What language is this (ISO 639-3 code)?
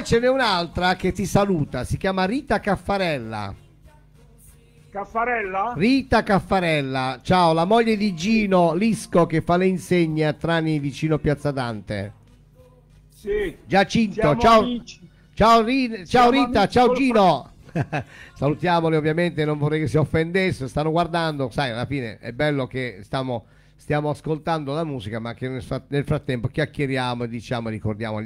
ita